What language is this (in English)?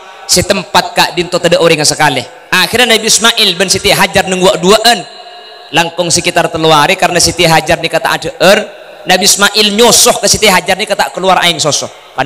Madurese